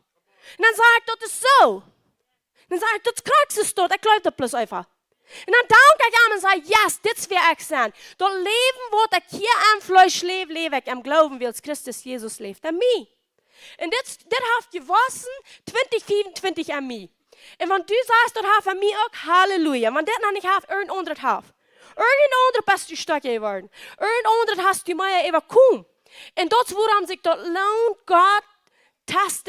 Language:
Plautdietsch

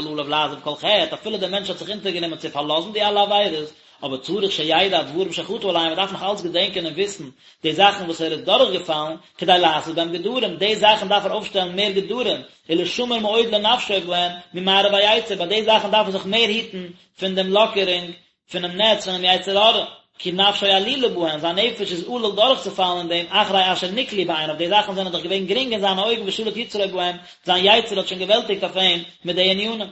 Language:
Yiddish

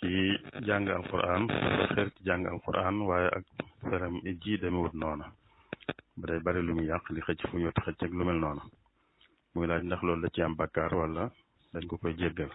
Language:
Wolof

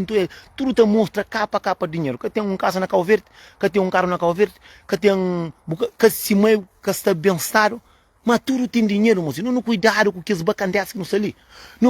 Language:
Kabuverdianu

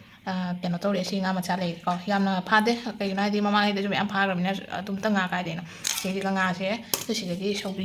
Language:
Manipuri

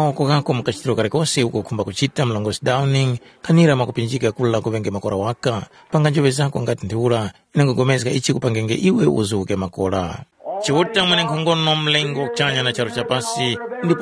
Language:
Tumbuka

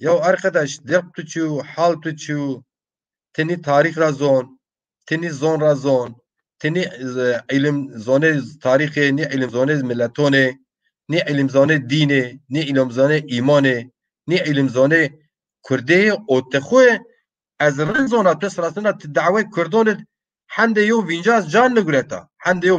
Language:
Zaza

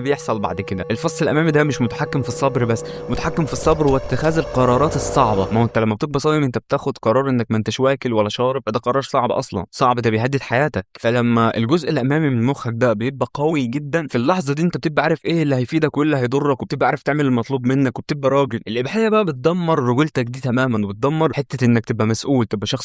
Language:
Egyptian Arabic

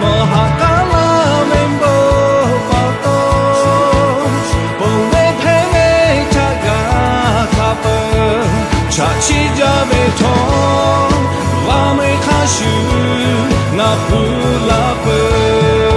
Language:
Lahu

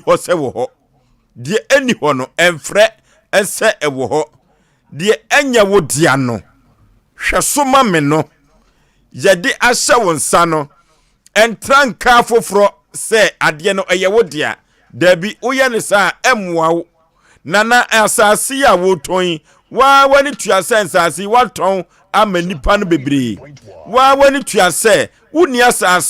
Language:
Akan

